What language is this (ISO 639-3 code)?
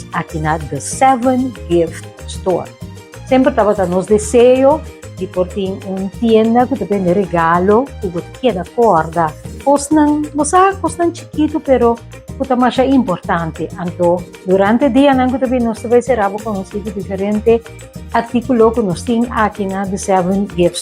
pap